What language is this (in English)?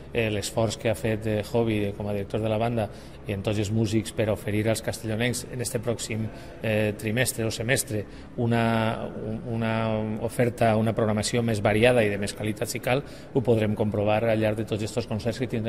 Catalan